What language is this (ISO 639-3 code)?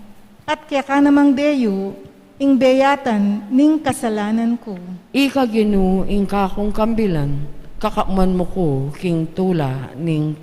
pam